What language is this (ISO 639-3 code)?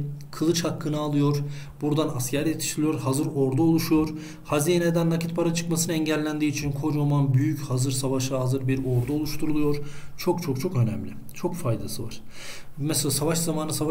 tur